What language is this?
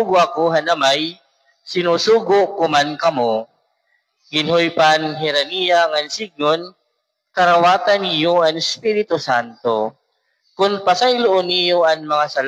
Waray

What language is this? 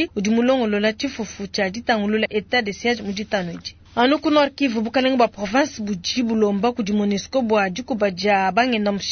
Luba-Lulua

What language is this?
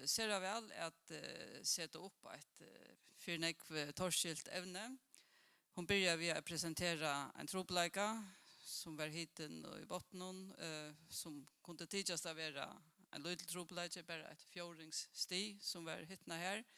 Faroese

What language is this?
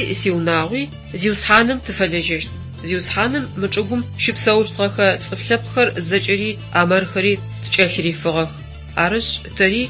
Adyghe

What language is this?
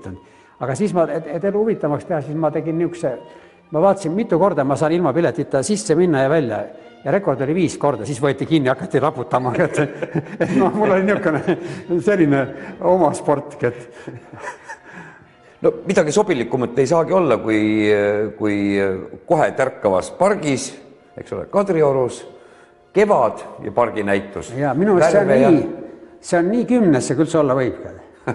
Estonian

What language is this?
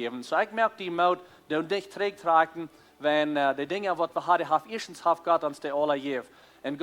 Plautdietsch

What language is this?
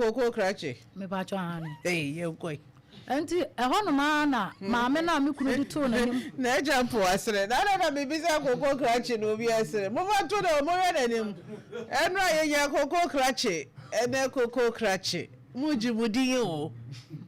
Akan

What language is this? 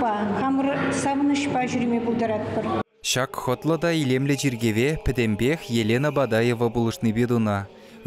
Chuvash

